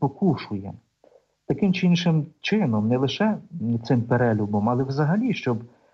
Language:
Ukrainian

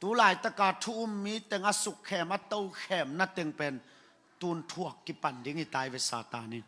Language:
Tedim Chin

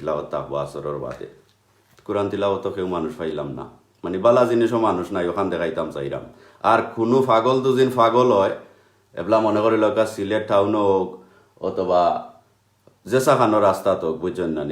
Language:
Sylheti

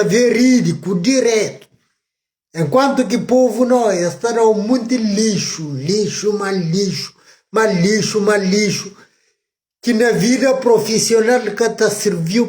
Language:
Kabuverdianu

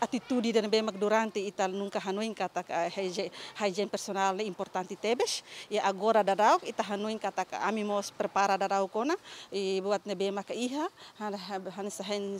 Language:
Tetum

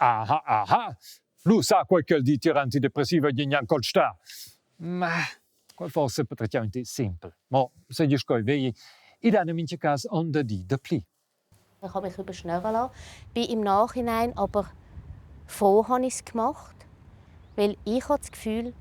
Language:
Romansh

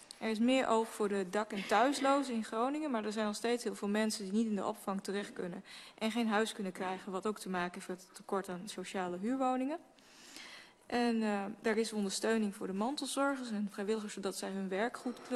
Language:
Dutch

